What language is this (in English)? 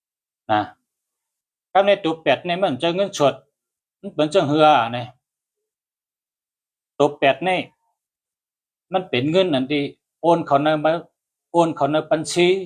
Shan